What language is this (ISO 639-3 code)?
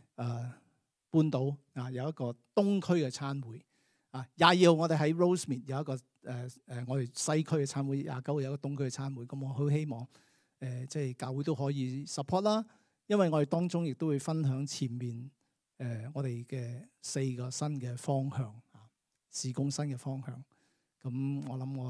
yue